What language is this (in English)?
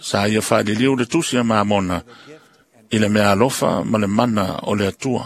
Samoan